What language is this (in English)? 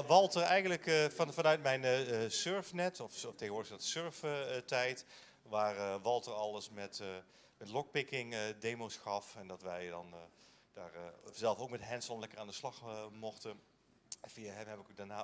Dutch